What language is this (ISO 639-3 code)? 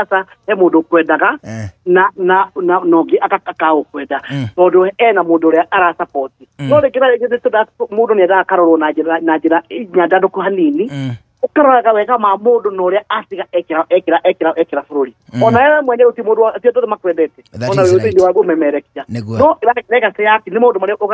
kik